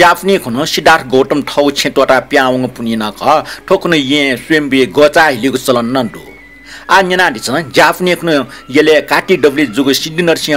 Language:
Newari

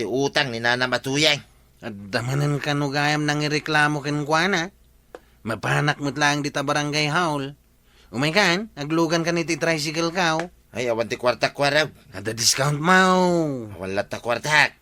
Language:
Iloko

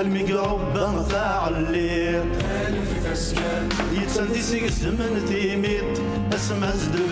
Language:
Kabyle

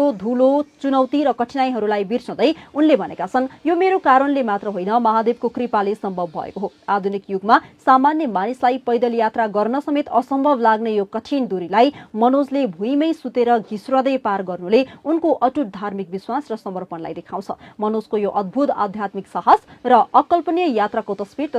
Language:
Nepali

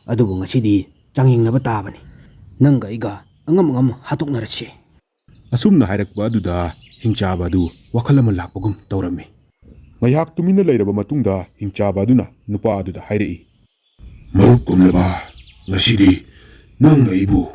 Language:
Manipuri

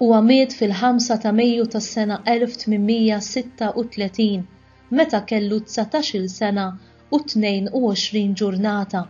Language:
Maltese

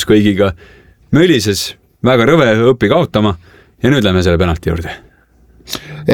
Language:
Estonian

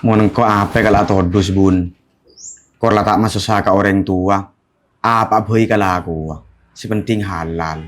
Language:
Madurese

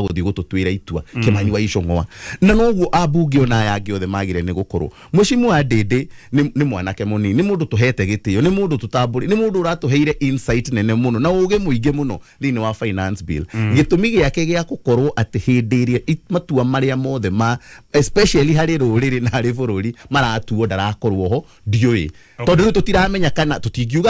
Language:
Kikuyu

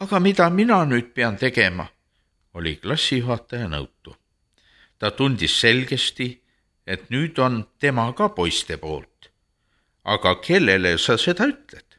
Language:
Estonian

